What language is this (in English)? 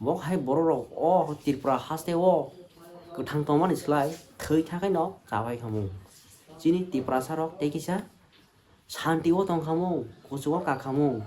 Kok Borok